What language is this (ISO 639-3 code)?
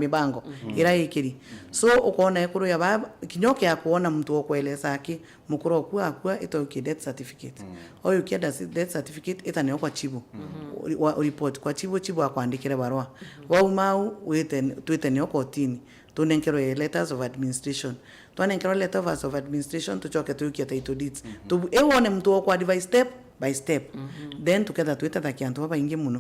mer